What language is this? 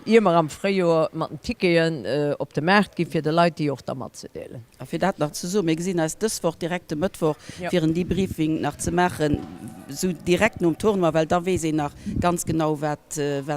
Luxembourgish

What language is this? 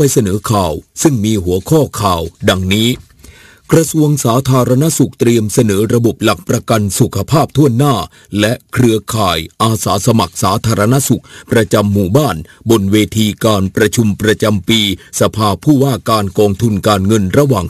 Thai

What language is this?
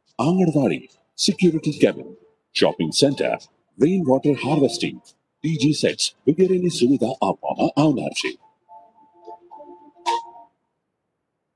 Gujarati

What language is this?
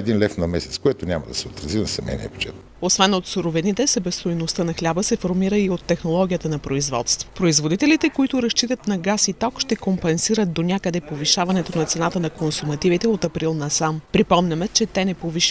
Bulgarian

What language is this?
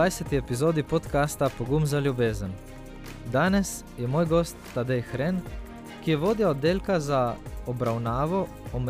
Slovenian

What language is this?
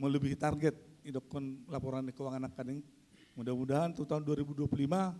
Batak Toba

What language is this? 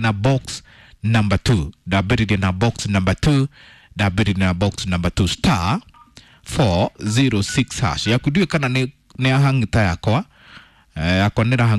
Kikuyu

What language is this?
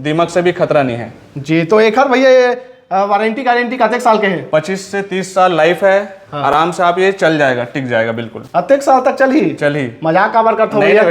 Chhattisgarhi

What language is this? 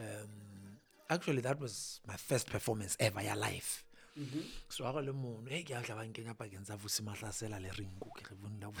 Southern Sotho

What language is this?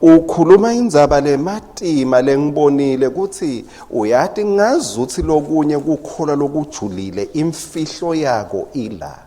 Swati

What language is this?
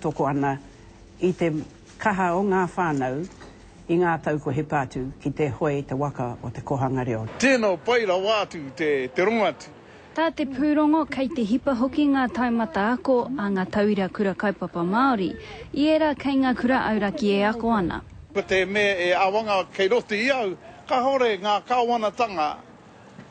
Māori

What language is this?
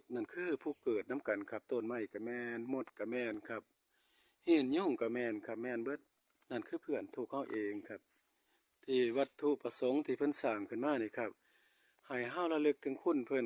Northeastern Thai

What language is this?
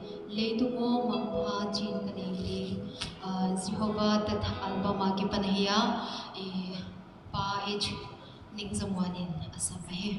Paite Chin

